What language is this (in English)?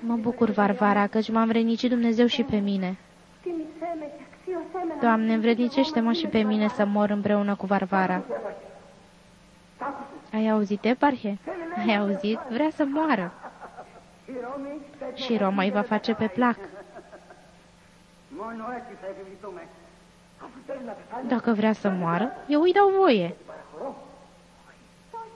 Romanian